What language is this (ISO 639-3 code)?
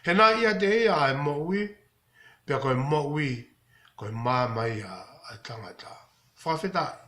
ton